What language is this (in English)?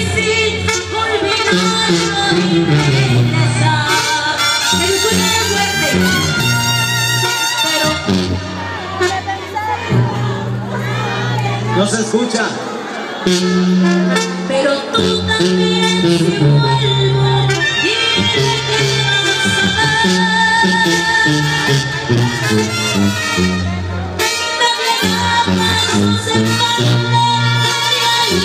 Spanish